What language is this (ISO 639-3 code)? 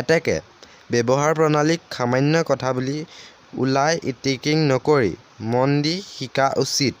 asm